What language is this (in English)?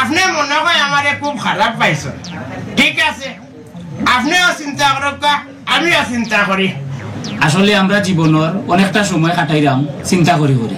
Sylheti